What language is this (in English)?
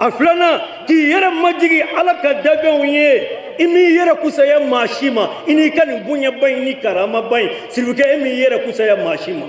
Bambara